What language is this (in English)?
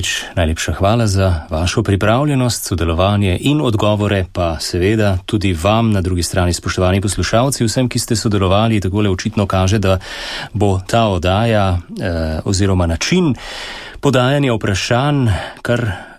Slovenian